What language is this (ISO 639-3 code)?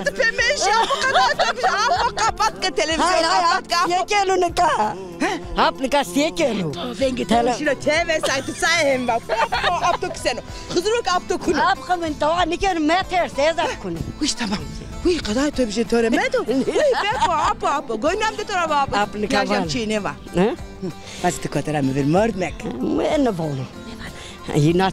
zza